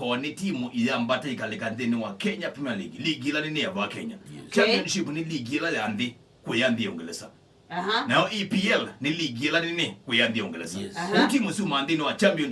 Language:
Kamba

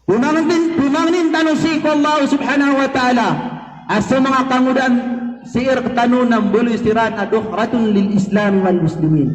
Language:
Maranao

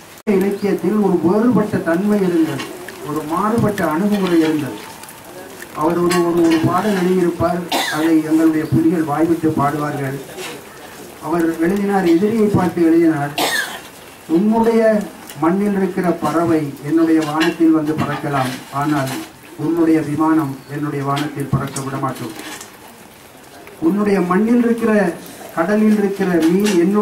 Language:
Tamil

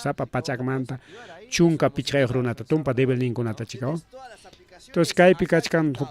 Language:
Ayacucho Quechua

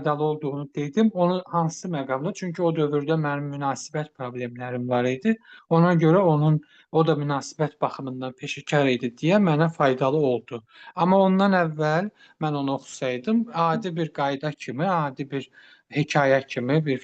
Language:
Azerbaijani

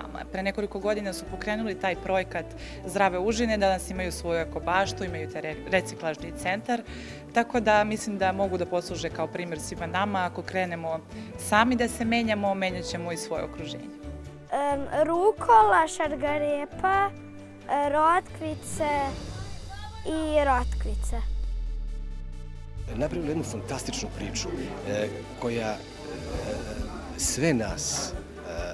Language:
Serbian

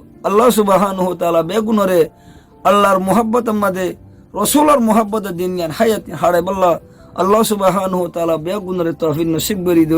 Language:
Rohingya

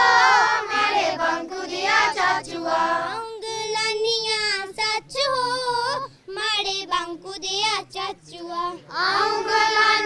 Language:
Dogri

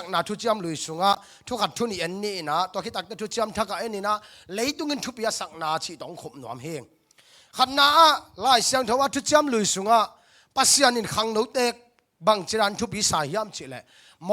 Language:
Tedim Chin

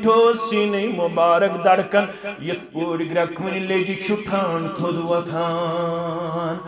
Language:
Kashmiri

